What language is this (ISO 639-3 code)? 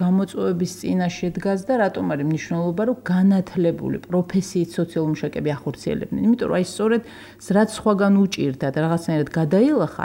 kat